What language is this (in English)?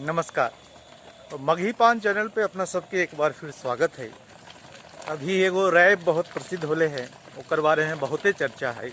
Magahi